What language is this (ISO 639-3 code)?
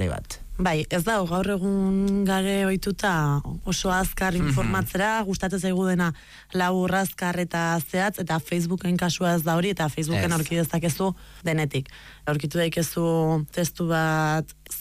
eus